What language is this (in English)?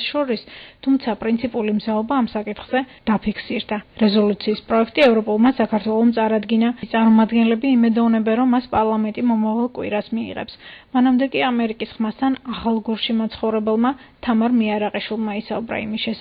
Georgian